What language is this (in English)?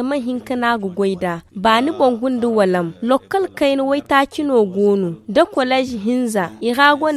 Zarma